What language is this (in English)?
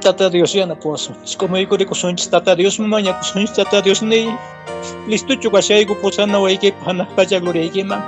Quechua